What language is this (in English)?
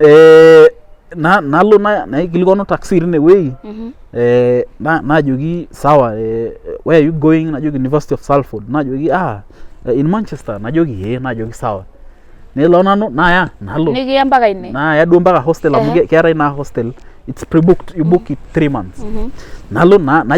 Masai